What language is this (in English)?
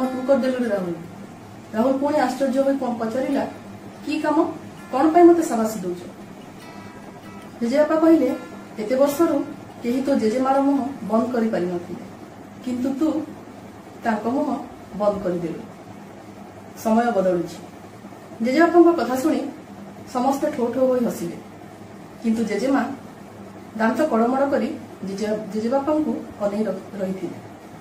Odia